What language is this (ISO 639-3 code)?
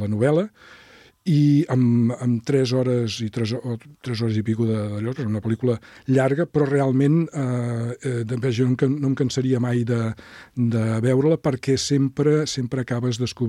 cat